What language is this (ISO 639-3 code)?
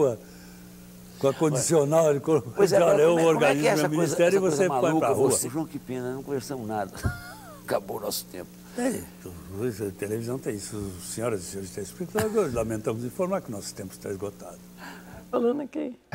por